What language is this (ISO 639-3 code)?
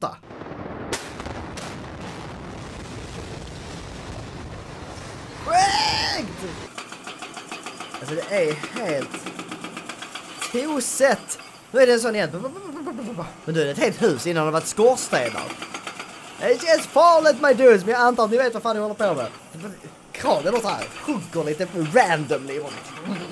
swe